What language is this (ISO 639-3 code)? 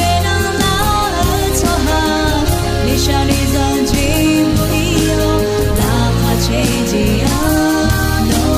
ahk